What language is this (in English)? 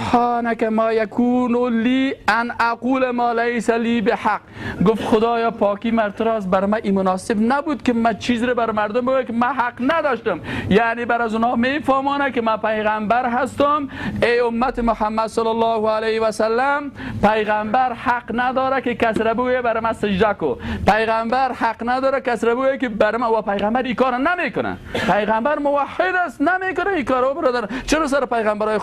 Persian